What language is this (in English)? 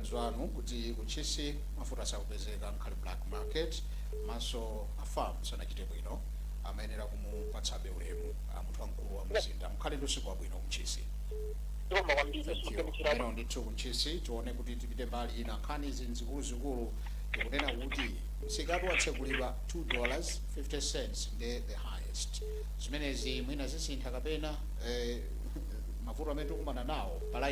Nyanja